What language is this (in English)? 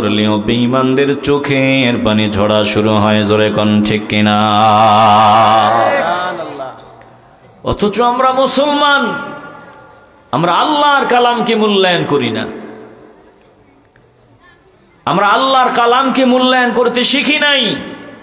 Bangla